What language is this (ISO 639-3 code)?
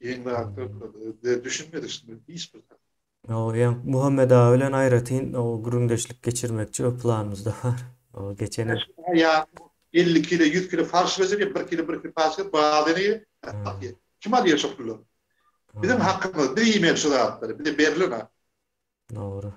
tuk